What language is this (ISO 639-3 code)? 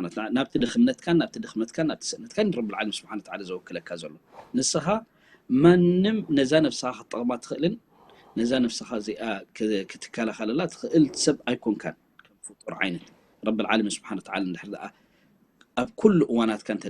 tir